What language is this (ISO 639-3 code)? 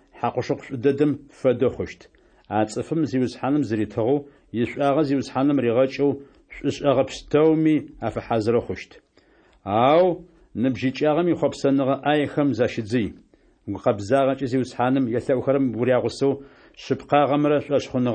ady